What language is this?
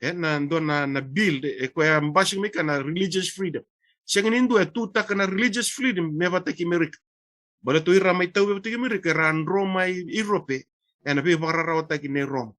Fijian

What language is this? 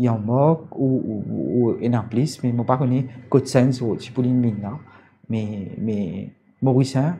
Morisyen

